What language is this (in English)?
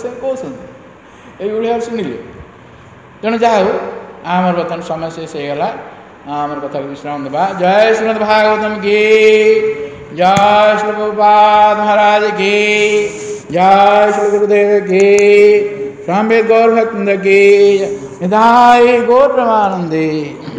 Odia